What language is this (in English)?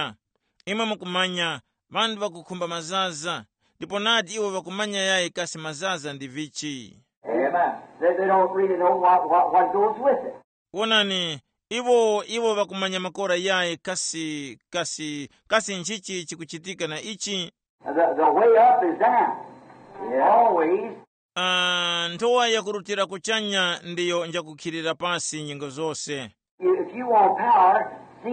Tumbuka